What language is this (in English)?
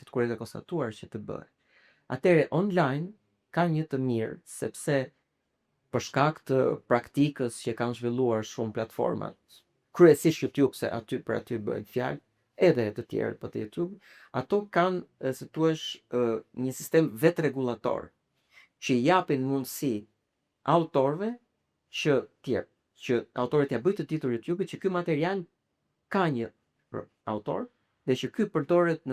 Albanian